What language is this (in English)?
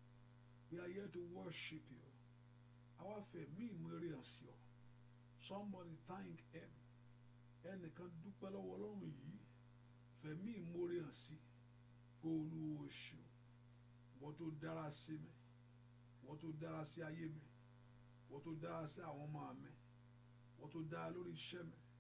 Yoruba